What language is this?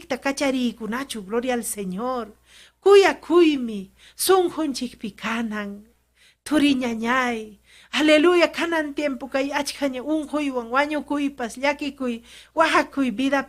Ayacucho Quechua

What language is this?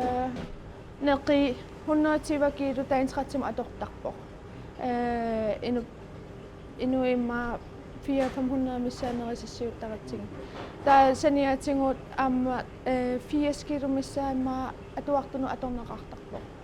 Kalaallisut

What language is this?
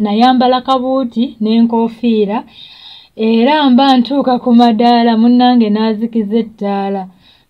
Ganda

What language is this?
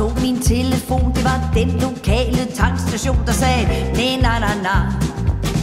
Danish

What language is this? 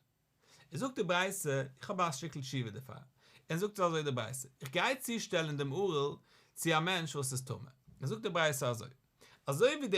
Yiddish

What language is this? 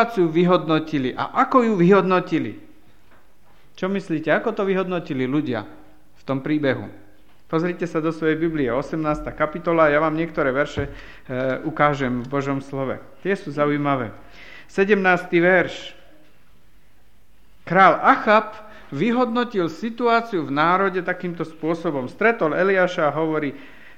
Slovak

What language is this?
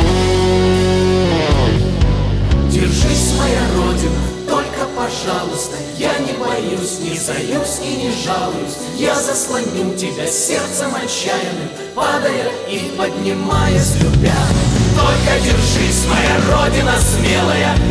Russian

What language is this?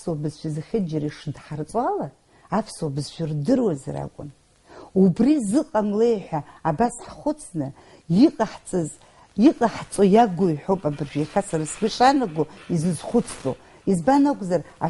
Abkhazian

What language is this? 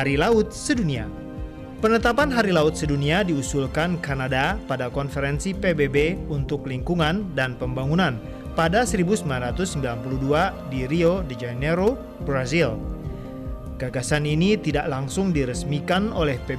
Indonesian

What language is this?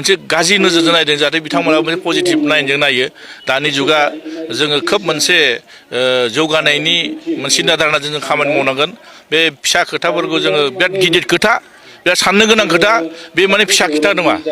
Bodo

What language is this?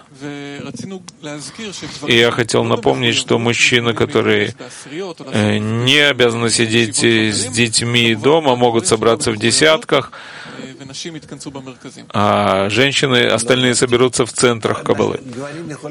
Russian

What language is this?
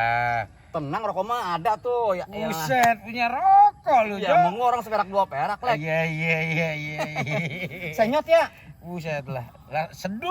Betawi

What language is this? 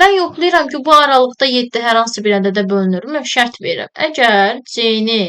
Azerbaijani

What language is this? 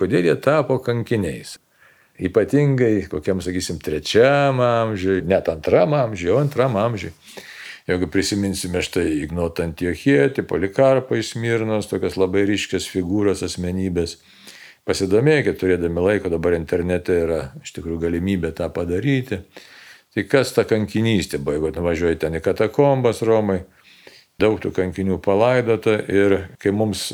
Lithuanian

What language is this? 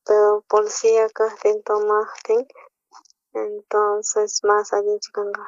South Bolivian Quechua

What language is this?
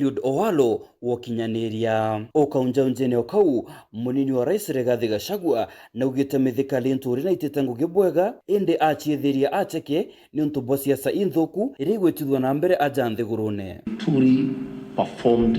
Meru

